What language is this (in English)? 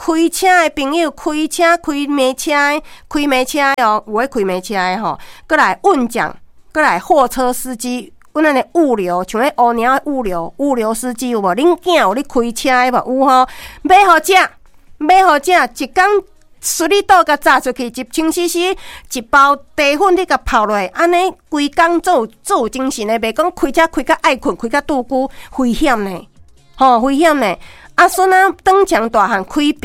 Min Nan Chinese